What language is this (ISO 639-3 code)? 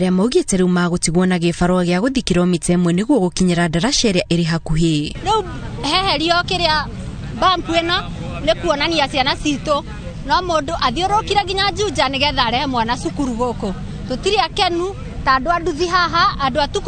kik